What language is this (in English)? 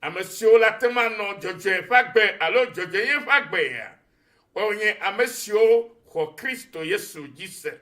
Ewe